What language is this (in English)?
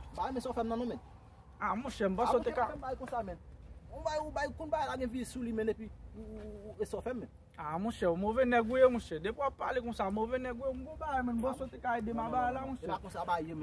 Haitian Creole